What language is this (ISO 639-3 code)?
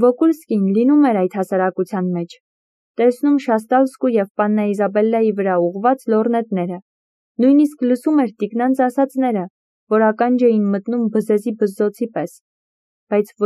hye